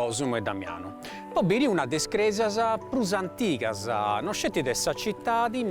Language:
Sardinian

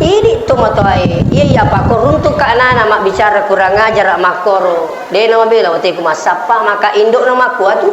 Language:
Buginese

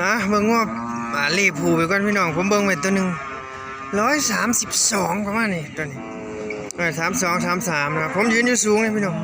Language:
Northeastern Thai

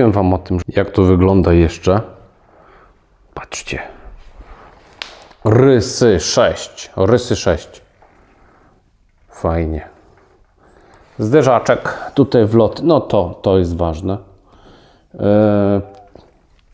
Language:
Polish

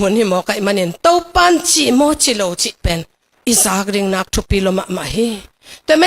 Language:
Tedim Chin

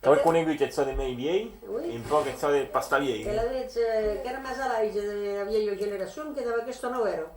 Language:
Occitan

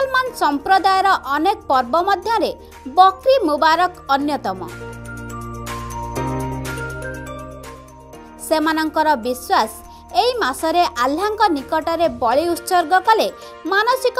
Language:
Odia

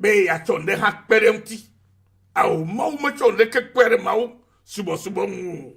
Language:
Ewe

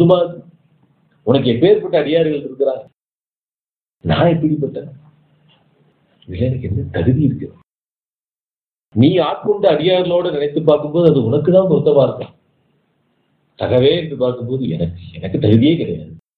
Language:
Tamil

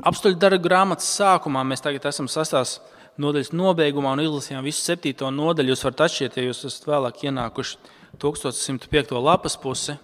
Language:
Latvian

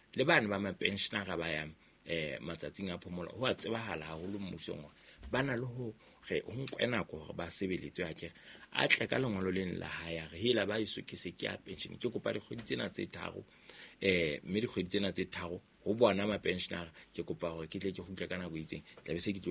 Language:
Southern Sotho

